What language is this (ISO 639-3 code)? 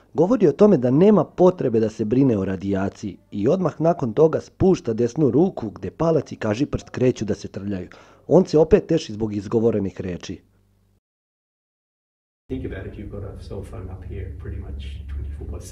srp